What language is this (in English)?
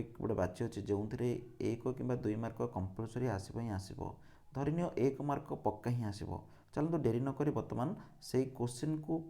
Odia